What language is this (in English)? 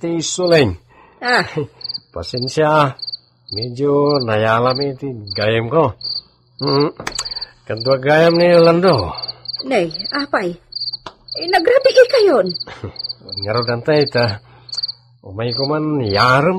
Iloko